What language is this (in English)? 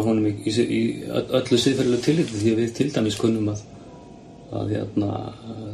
Icelandic